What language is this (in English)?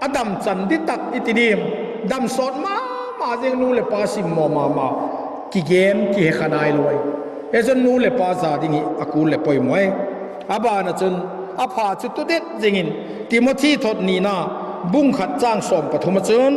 Vaiphei